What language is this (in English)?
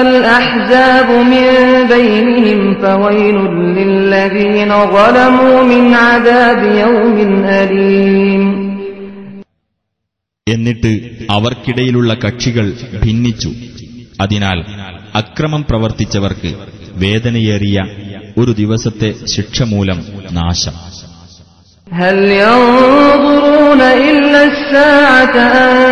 Malayalam